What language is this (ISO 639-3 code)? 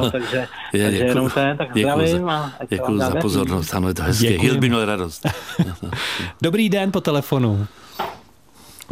ces